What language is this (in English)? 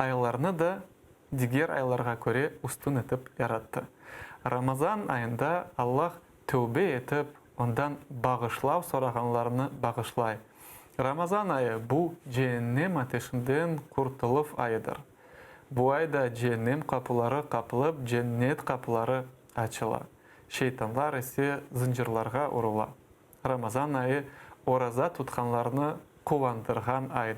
Crimean Tatar